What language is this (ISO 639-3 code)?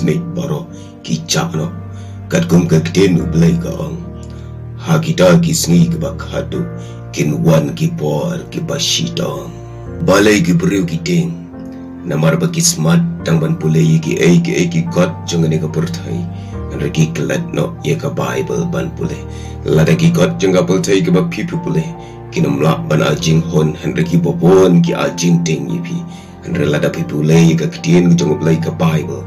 kha